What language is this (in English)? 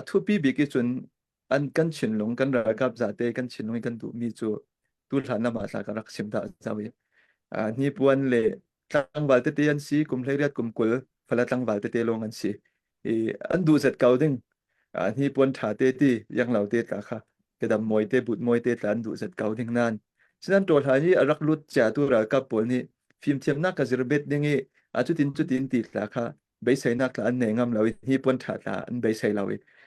Falam Chin